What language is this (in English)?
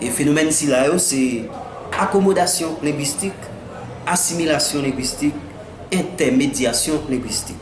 Haitian Creole